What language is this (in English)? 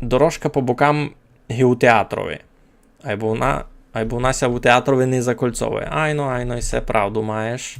Rusyn